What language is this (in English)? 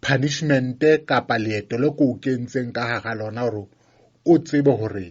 Southern Sotho